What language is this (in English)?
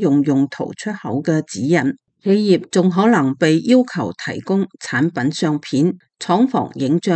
Cantonese